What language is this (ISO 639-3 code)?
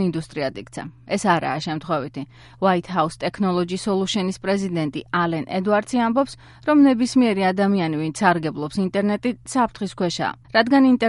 kat